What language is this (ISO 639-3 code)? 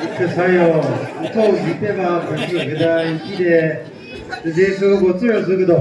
nri